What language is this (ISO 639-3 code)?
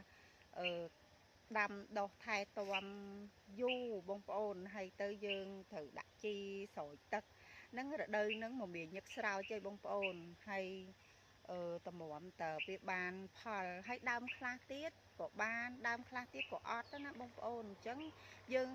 khm